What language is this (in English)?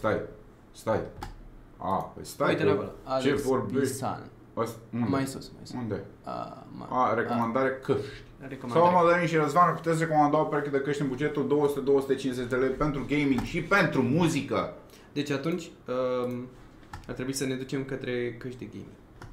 Romanian